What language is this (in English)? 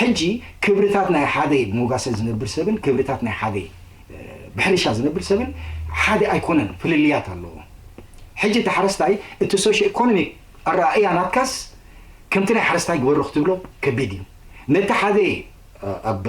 Tigrinya